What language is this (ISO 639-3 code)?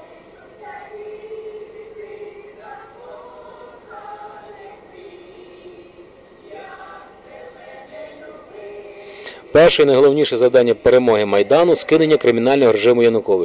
ukr